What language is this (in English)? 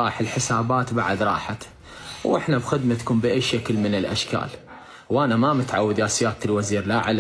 Mesopotamian Arabic